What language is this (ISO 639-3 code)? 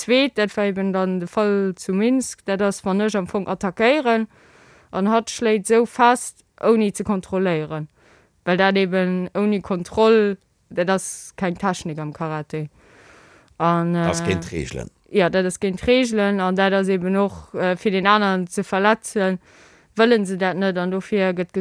ltz